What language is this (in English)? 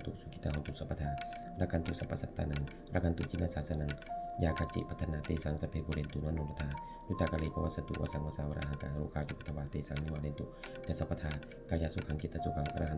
Pali